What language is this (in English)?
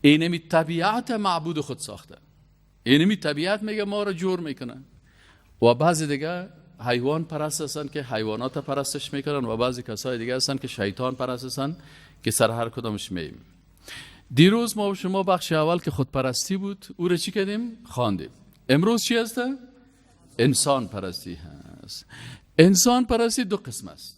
Persian